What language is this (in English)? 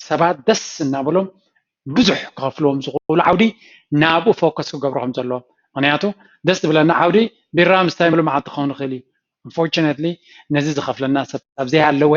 Tigrinya